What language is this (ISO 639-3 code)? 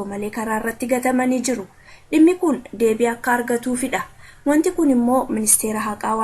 orm